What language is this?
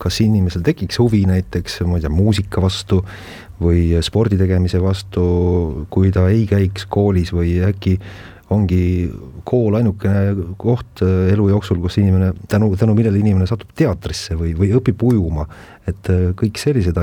Estonian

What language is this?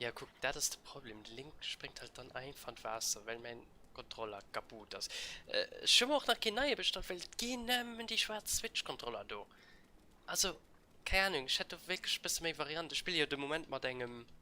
Luxembourgish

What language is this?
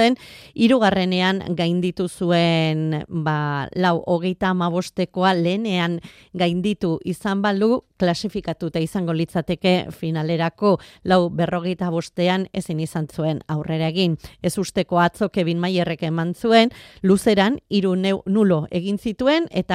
Basque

